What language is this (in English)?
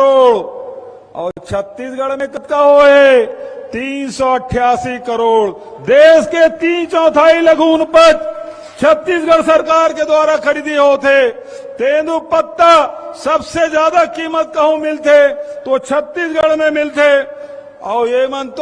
Chhattisgarhi